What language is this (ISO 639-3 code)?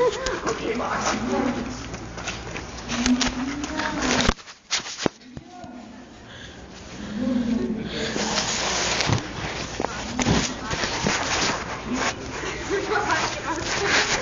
dan